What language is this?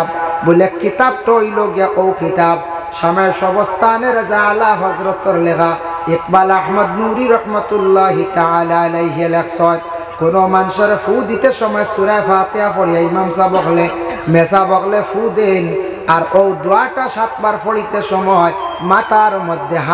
Sylheti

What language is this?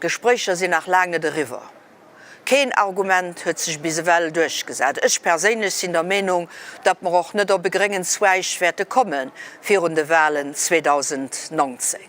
Luxembourgish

